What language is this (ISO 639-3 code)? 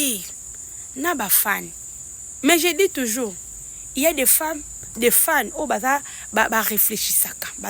lin